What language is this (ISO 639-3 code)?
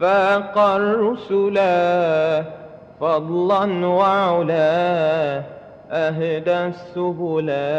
mad